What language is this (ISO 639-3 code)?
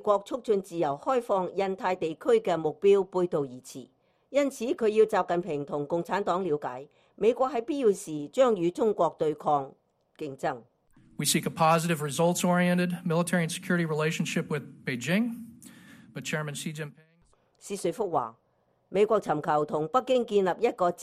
yue